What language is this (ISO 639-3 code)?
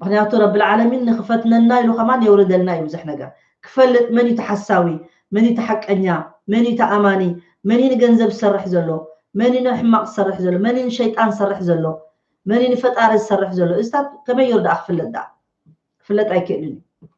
tir